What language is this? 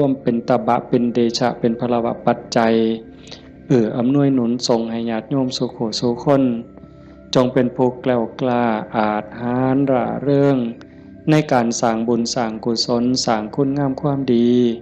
Northeastern Thai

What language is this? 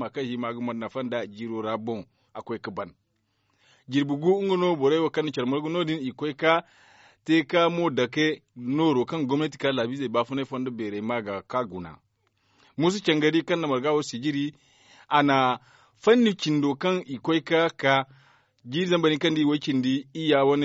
Zarma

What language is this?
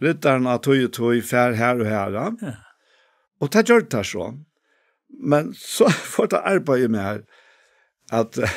Faroese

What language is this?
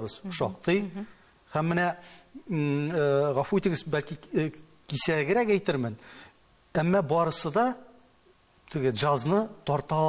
Tatar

